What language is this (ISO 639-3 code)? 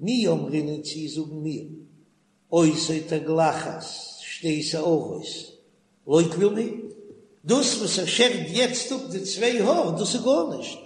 yid